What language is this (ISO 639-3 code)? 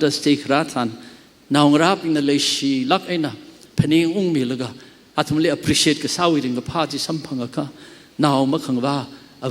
nmf